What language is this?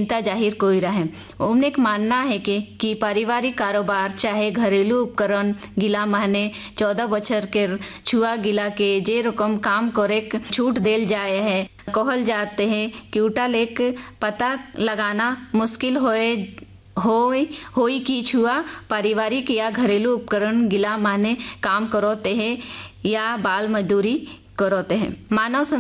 Sadri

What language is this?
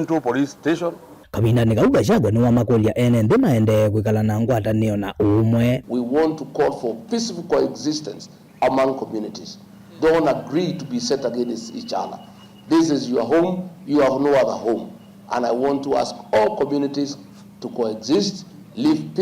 Kamba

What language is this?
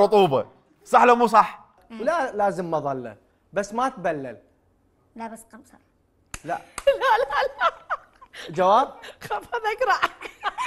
Mesopotamian Arabic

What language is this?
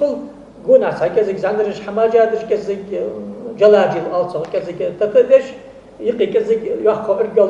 Ingush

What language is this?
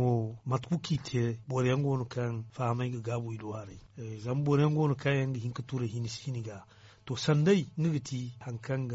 Zarma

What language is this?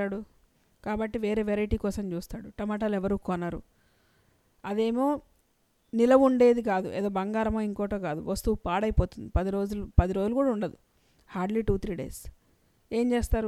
Telugu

